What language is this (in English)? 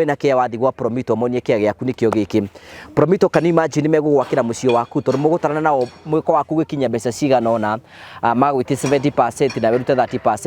Kikuyu